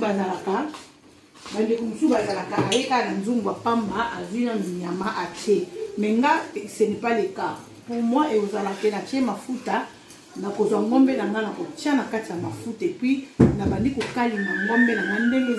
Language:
Lingala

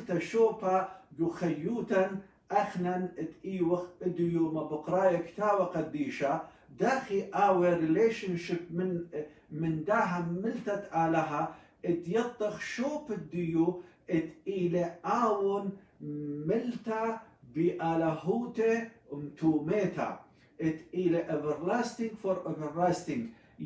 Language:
Assyrian Neo-Aramaic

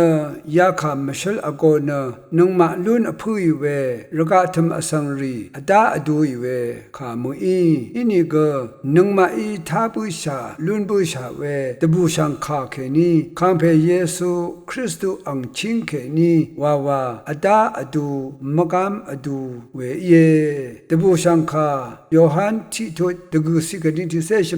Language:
Rawang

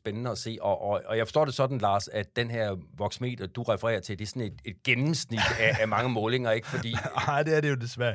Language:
Danish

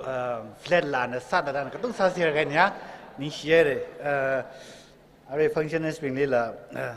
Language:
Tangkhul Naga (India)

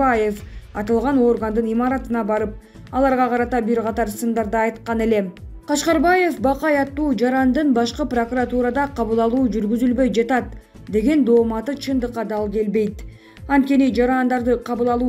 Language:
Kyrgyz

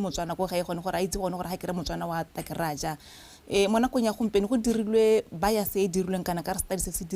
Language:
Tswana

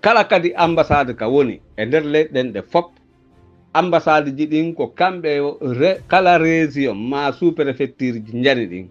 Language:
Pular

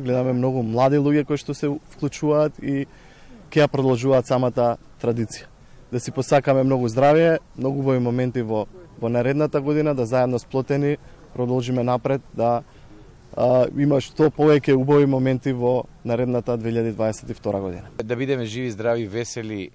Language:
Macedonian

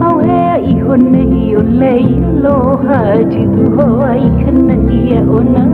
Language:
Hawaiian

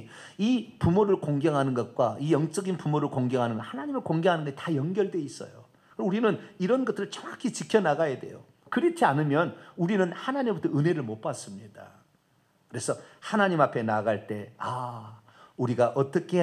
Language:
Korean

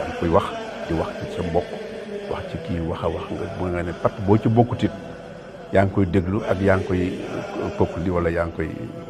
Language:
Wolof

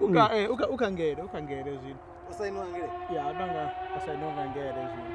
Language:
Venda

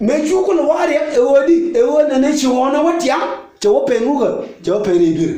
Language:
Nuer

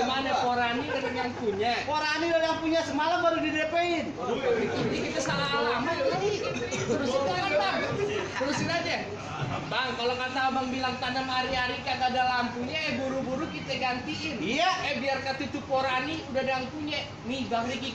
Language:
Betawi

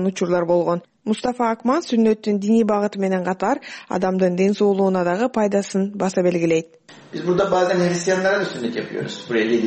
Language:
Kyrgyz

